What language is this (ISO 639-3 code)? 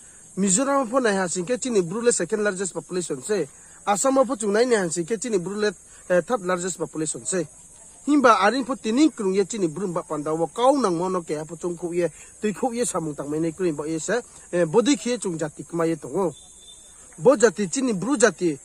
ria